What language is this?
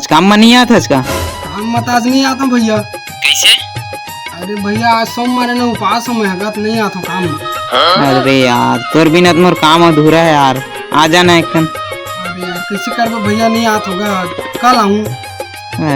Chhattisgarhi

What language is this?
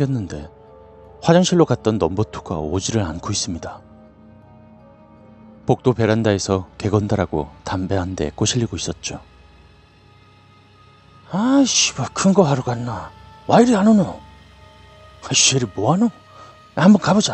Korean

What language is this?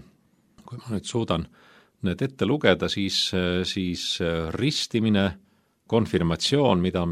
Estonian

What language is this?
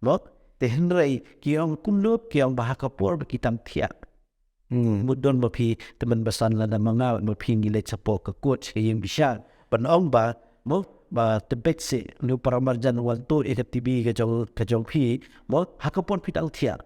Khasi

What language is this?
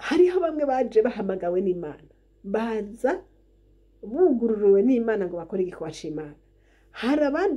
Rundi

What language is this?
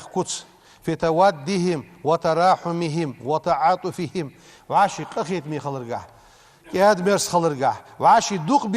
Ingush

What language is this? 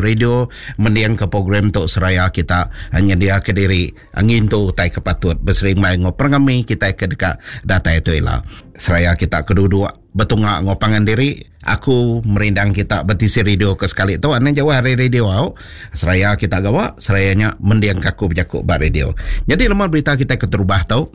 Iban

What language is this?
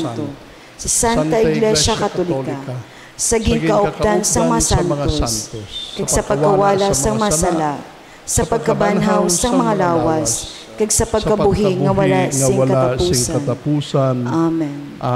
Hiligaynon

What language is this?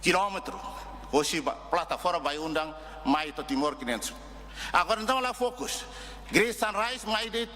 Tetum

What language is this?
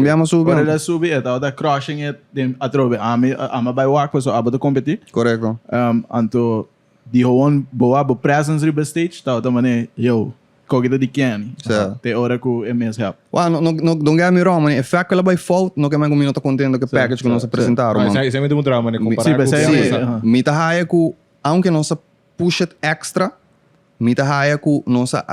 Papiamento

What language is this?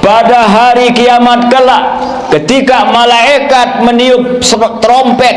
Sasak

